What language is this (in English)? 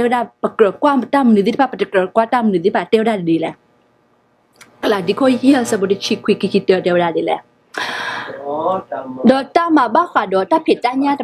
S'gaw Karen